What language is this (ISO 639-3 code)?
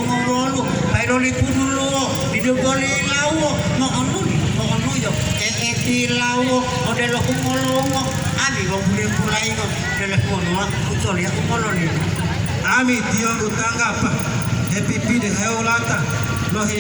gor